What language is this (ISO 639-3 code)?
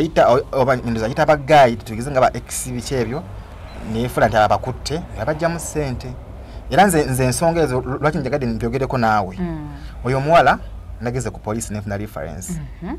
lug